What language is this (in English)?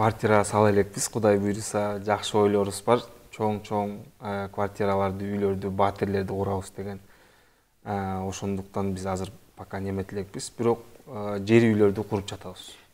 Kyrgyz